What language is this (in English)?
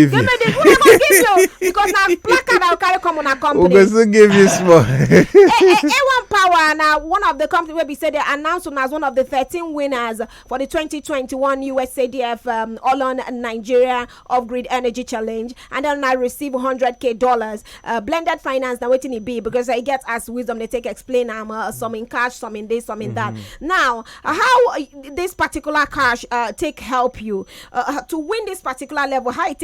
Nigerian Pidgin